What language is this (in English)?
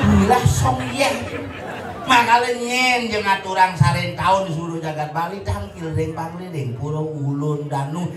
Balinese